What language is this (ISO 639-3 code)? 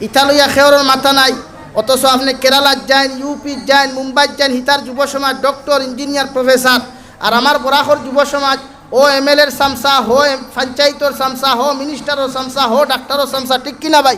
syl